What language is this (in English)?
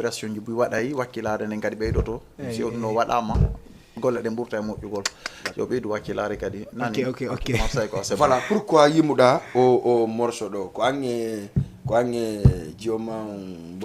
Fula